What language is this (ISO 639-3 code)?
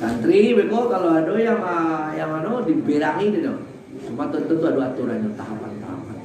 min